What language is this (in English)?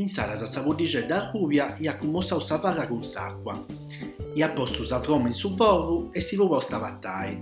Sardinian